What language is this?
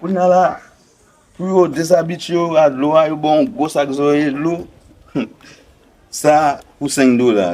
Haitian Creole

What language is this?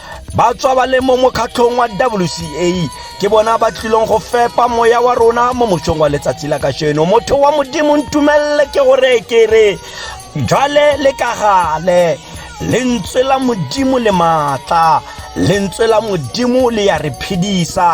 Tswana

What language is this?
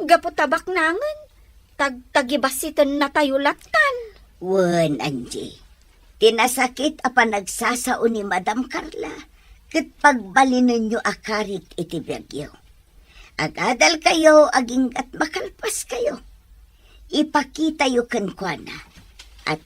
Iloko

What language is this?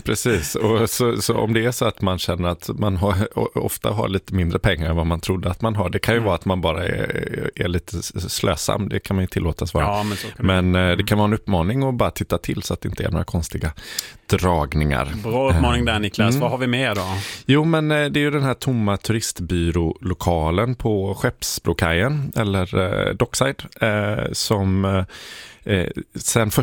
Swedish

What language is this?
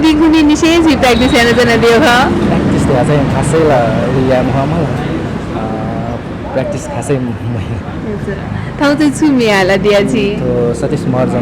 Newari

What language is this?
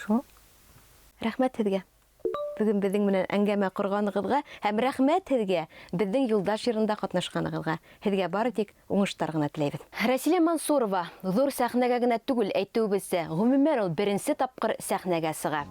Bashkir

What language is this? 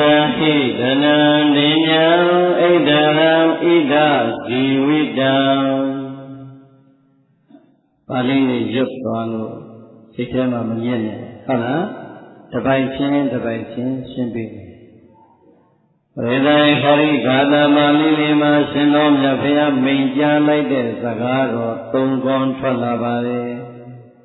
Burmese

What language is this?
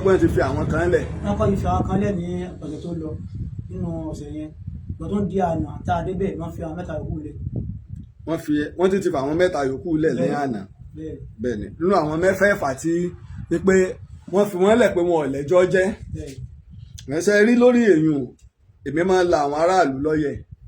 Yoruba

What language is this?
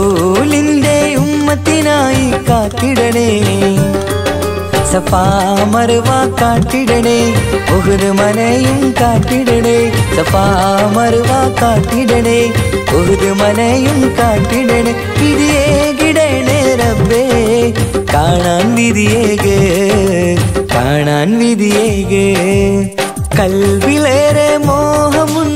Malayalam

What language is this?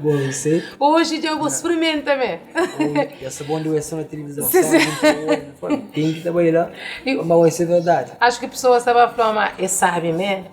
Kabuverdianu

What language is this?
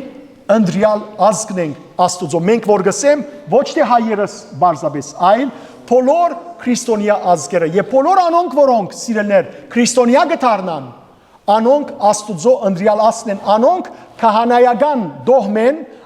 Western Armenian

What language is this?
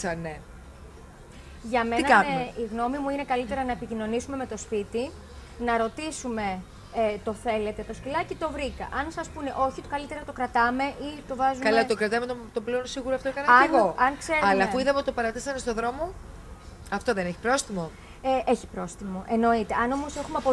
Greek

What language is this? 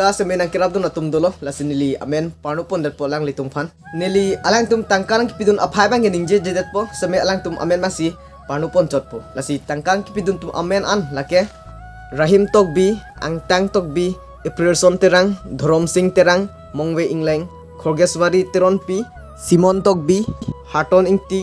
Karbi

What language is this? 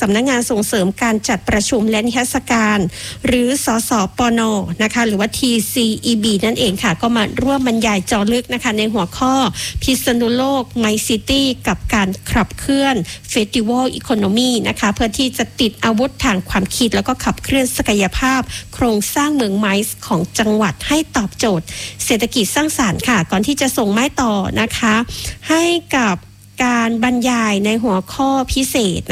Thai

